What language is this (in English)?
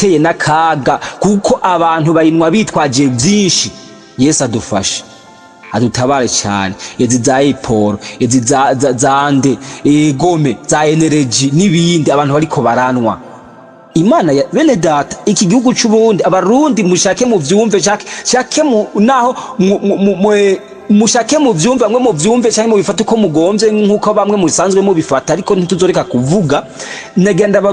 Rundi